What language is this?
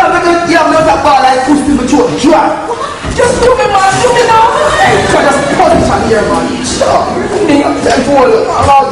Jamaican Creole English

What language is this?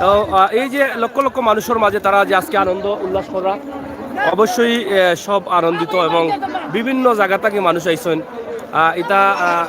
Sylheti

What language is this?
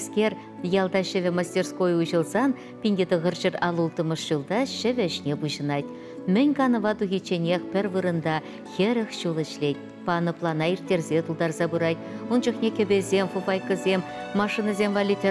Chuvash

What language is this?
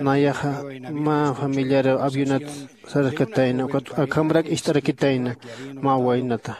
Aymara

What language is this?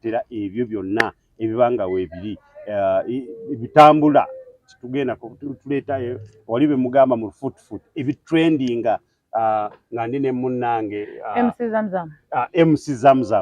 Ganda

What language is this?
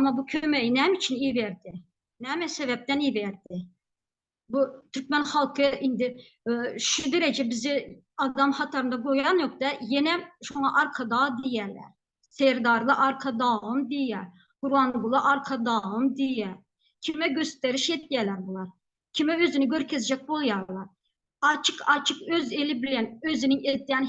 Turkmen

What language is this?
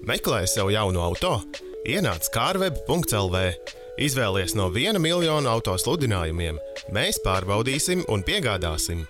Latvian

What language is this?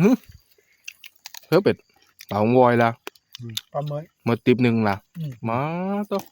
Northeastern Thai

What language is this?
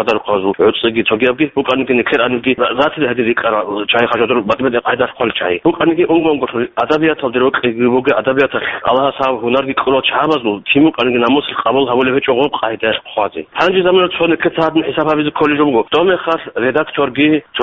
Avaric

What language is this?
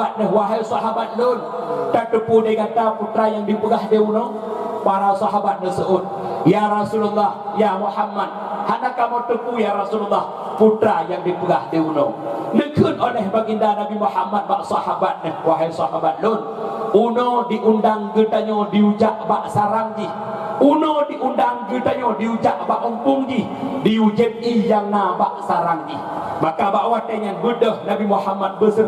Achinese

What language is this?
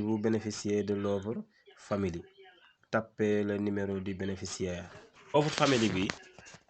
Wolof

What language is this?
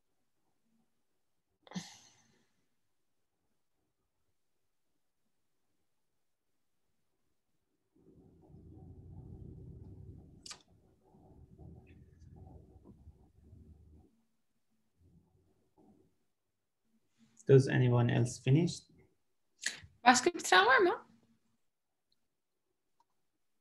Turkish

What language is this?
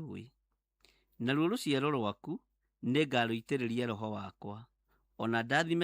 Kikuyu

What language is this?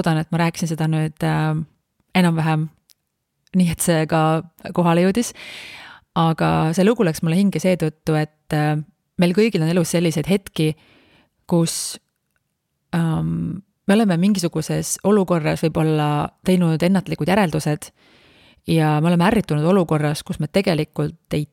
Estonian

